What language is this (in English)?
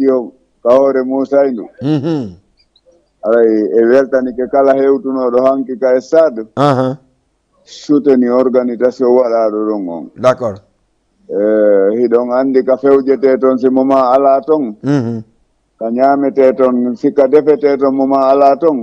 Fula